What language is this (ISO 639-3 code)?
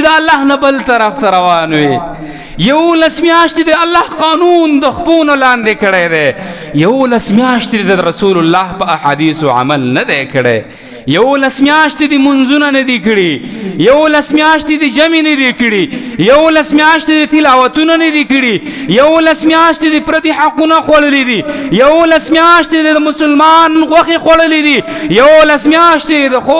pus